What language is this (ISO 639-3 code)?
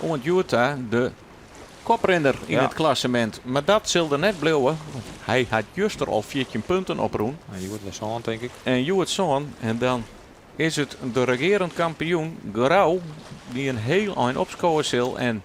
fry